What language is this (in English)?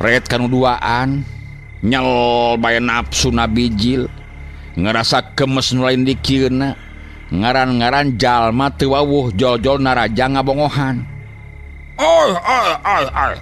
Sundanese